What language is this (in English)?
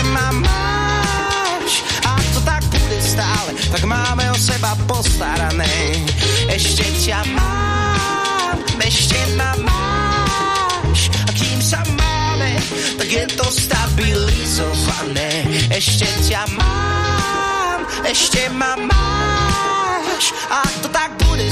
Slovak